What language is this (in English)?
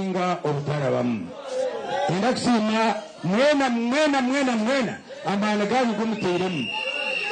Nyankole